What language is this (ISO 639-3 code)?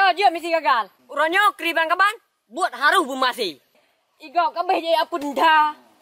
ace